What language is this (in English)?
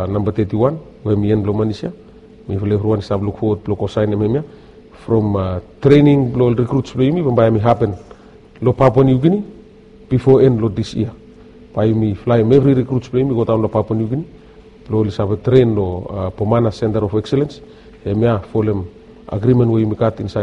Bislama